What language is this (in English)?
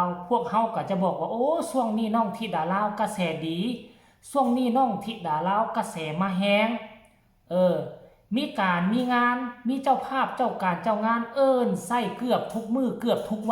Northeastern Thai